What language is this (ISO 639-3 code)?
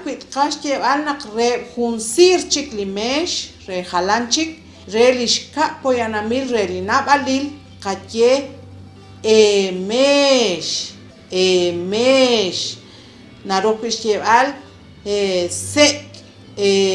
kek